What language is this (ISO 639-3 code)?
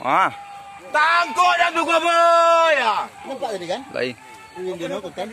min